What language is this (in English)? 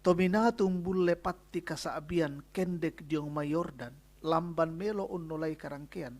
Toraja-Sa'dan